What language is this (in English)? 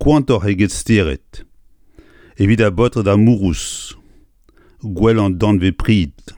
Breton